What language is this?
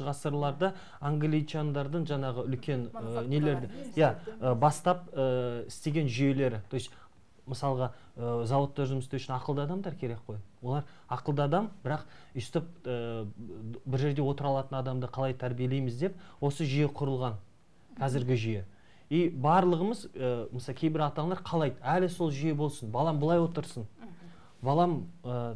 Kazakh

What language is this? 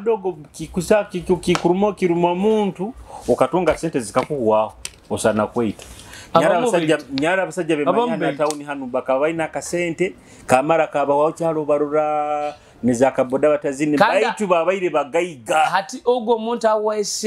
Nyoro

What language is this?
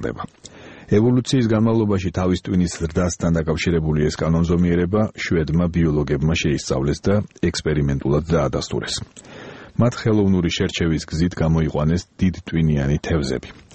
Georgian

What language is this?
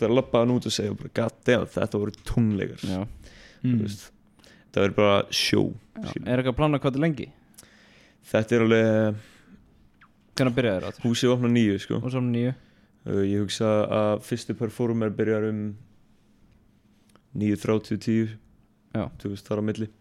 Icelandic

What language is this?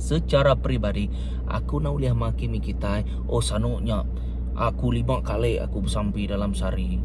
Iban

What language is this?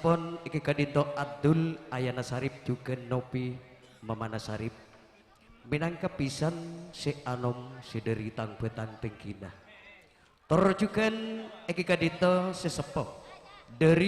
Madurese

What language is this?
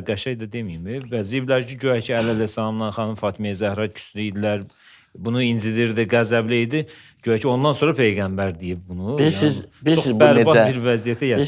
Azerbaijani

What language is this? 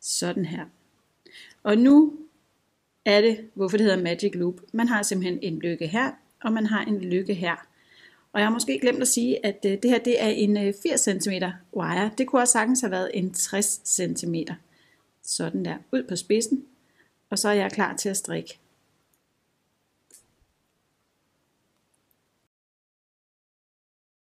Danish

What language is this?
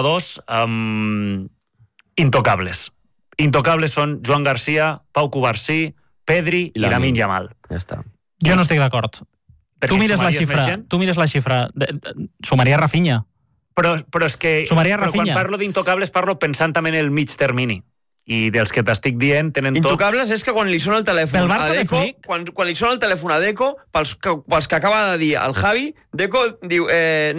Catalan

